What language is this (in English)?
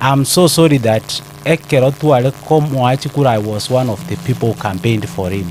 Gusii